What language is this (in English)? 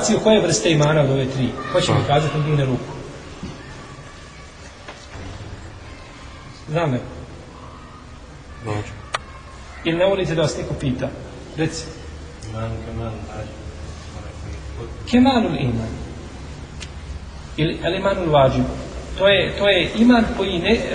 Bosnian